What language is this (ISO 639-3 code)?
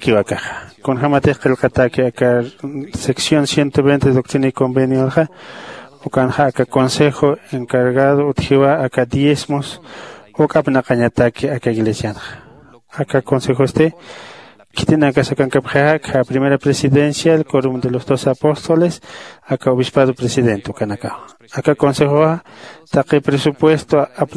aym